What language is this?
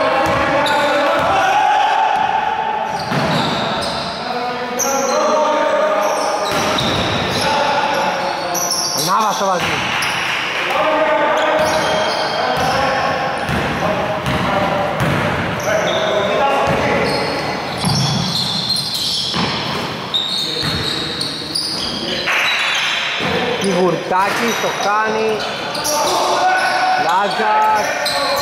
Greek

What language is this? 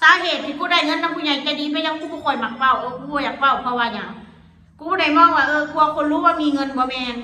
Northeastern Thai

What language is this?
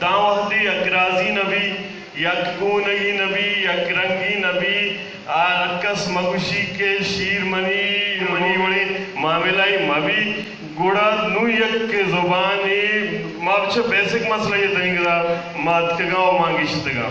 Eastern Balochi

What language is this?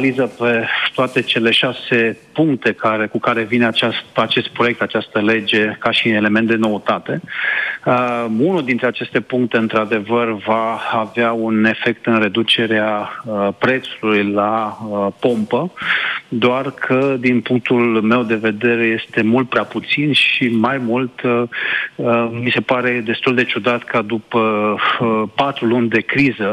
Romanian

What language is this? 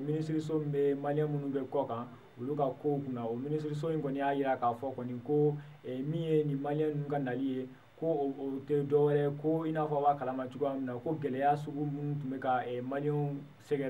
Bambara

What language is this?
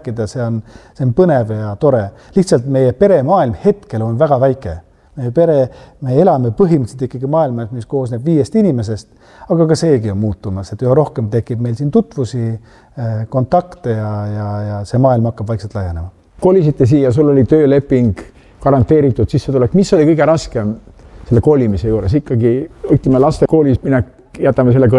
Estonian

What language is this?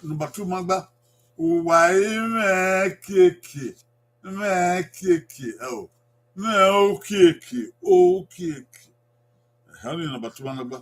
Bini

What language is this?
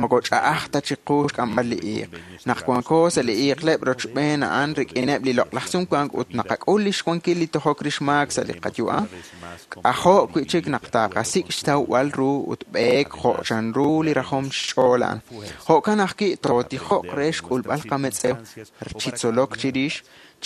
Kekchí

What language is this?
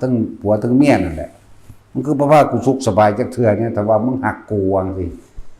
Northeastern Thai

